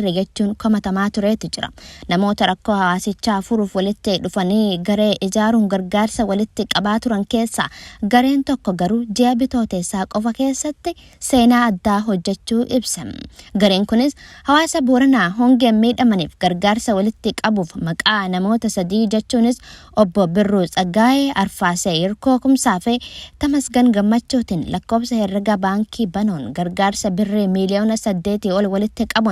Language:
Oromo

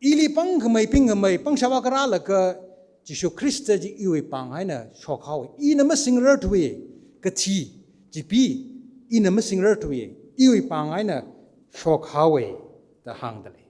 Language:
Tangkhul Naga (India)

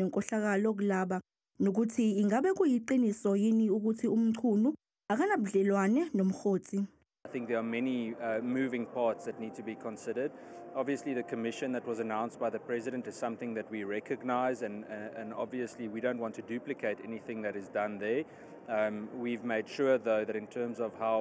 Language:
Zulu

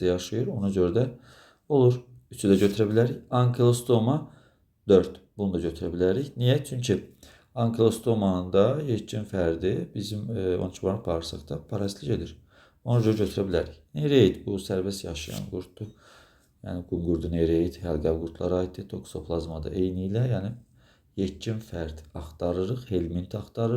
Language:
Azerbaijani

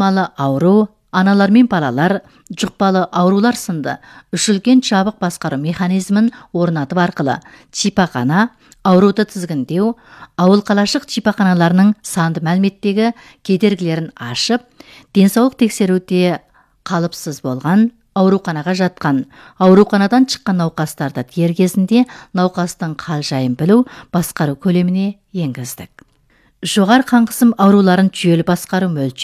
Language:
Kazakh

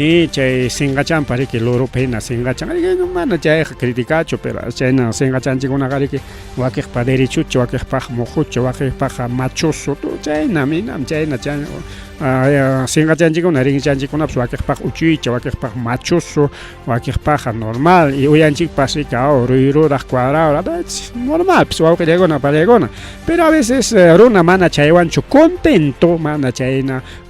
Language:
Ayacucho Quechua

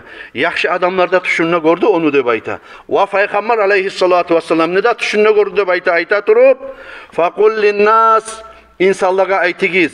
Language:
Kumyk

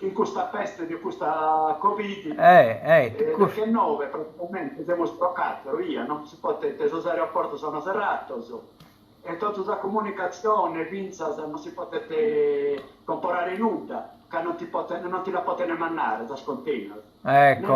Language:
Sardinian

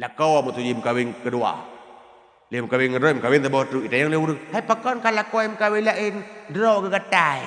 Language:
Achinese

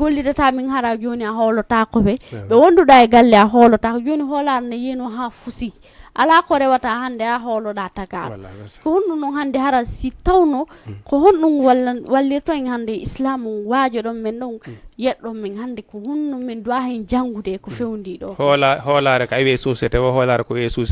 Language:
Fula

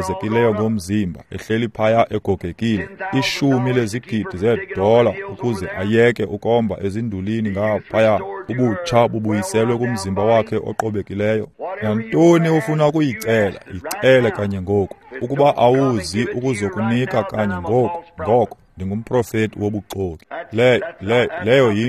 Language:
Xhosa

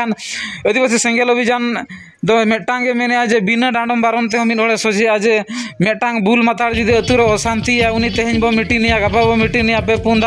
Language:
Santali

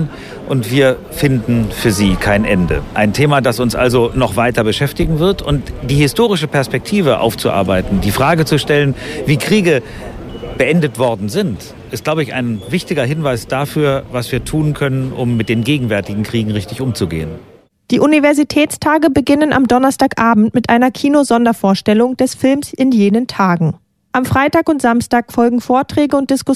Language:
German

